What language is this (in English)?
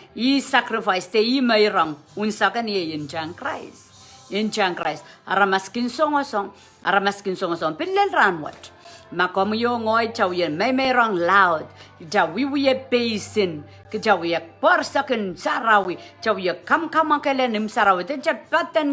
Pohnpeian